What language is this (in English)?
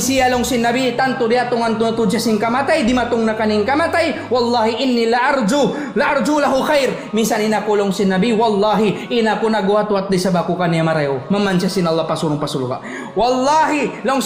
Tausug